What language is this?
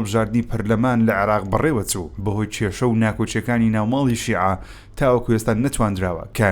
Central Kurdish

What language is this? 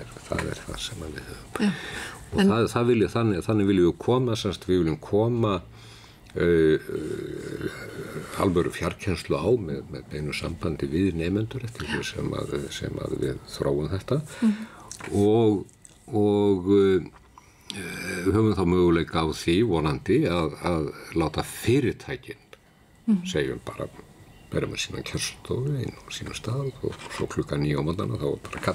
Icelandic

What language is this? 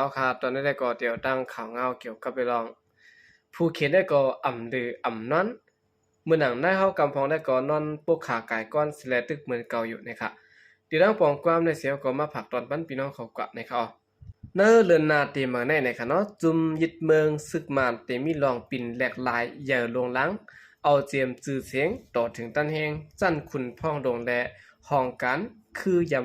Shan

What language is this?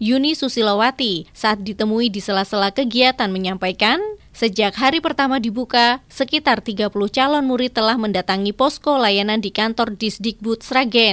Indonesian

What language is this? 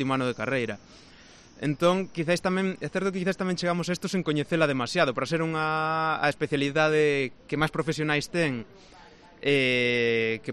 Galician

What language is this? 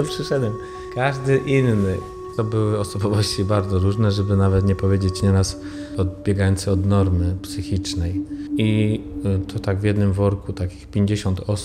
Polish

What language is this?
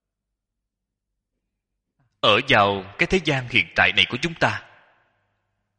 Vietnamese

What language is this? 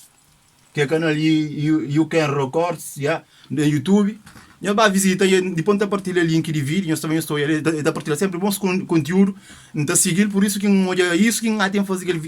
Kabuverdianu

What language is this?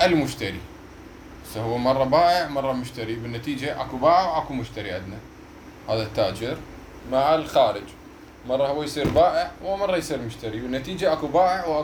Mesopotamian Arabic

